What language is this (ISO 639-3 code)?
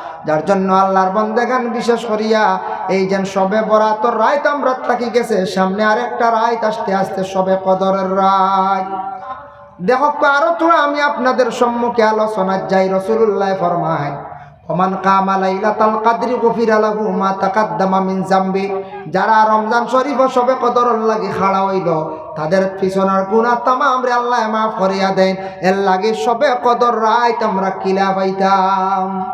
syl